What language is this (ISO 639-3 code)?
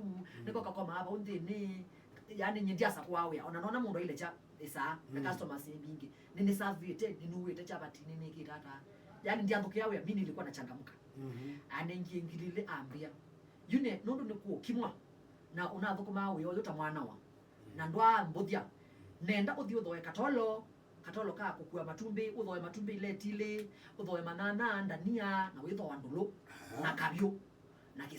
kam